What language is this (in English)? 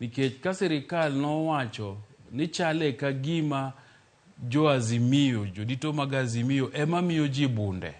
Luo (Kenya and Tanzania)